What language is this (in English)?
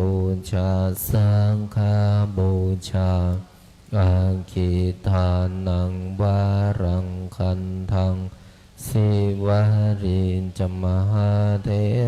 Pali